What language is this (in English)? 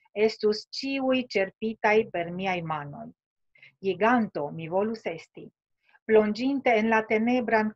Esperanto